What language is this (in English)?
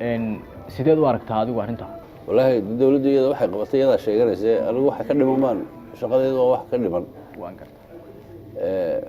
Somali